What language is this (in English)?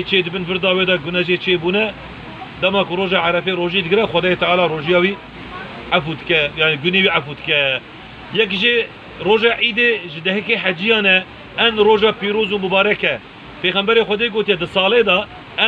Kurdish